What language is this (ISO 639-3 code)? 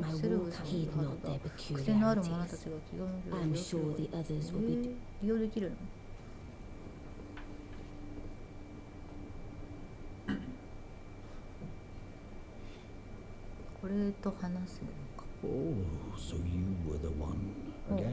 jpn